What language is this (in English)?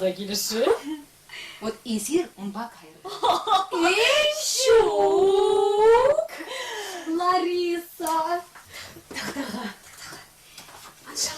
Chuvash